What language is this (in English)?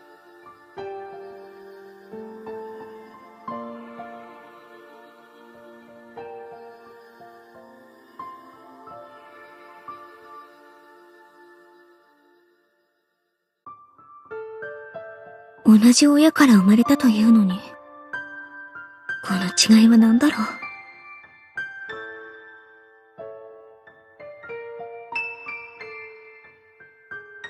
Japanese